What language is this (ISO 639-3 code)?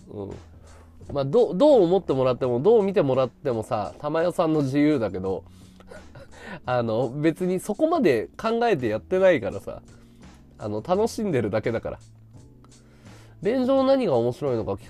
jpn